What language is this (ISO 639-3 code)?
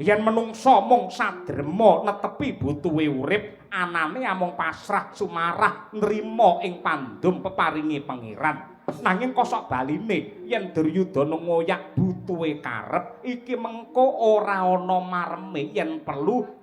jav